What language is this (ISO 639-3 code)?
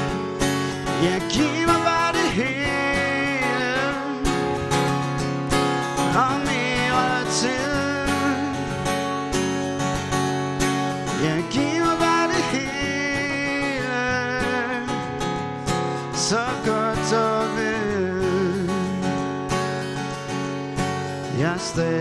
dan